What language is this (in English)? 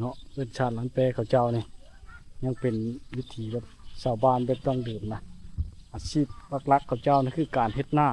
Lao